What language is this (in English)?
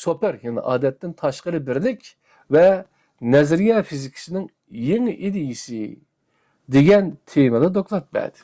Uyghur